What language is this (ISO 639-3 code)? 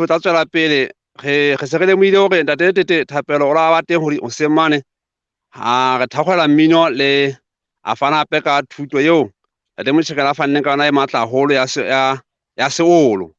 sot